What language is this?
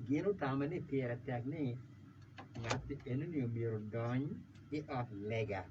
Acoli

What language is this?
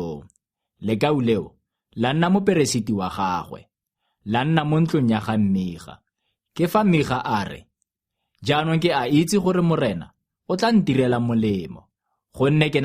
Tswana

